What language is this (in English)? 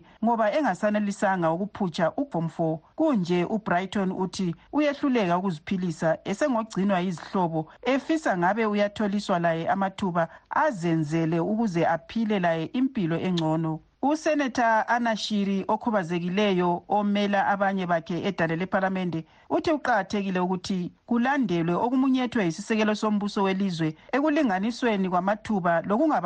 North Ndebele